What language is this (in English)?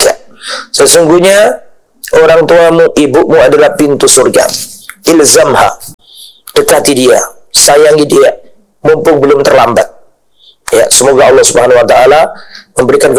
Indonesian